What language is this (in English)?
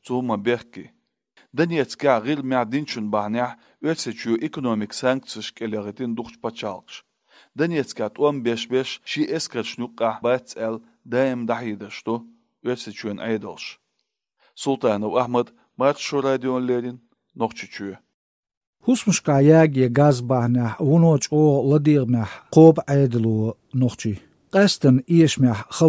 Chechen